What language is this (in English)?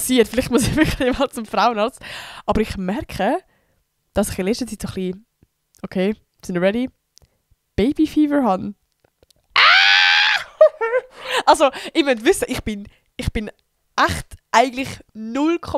Swiss German